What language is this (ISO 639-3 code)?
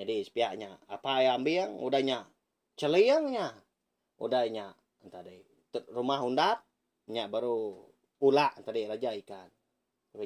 iba